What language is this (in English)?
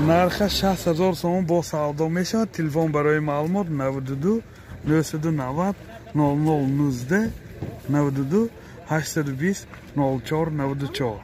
Tajik